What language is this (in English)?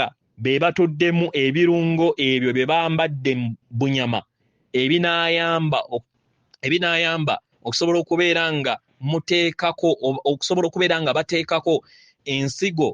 Ganda